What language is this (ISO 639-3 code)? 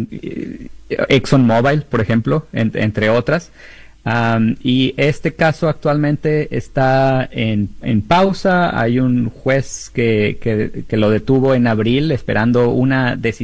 spa